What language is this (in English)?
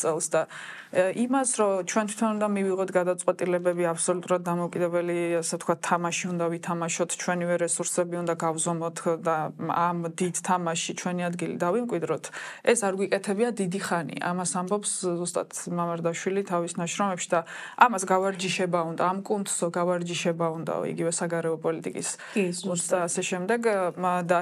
Georgian